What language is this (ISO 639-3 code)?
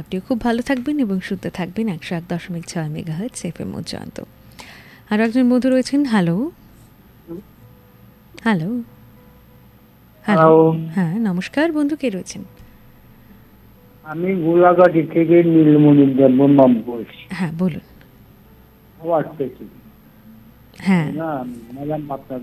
ben